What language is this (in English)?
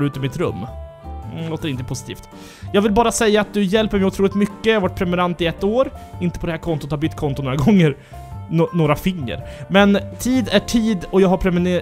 Swedish